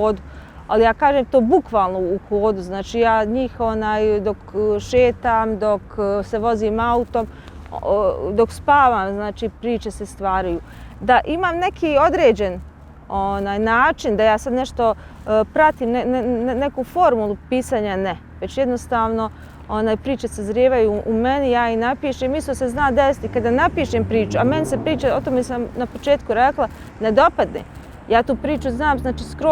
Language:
Bosnian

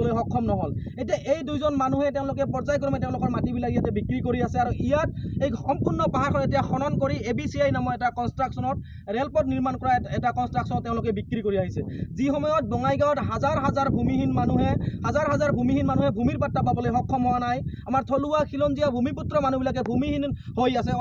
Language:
Assamese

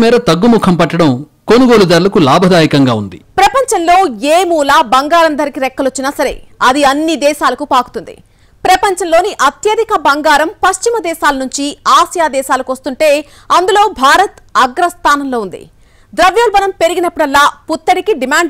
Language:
Telugu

